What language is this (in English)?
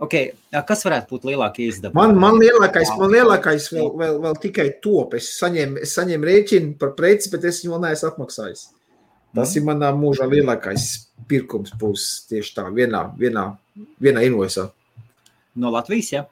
Latvian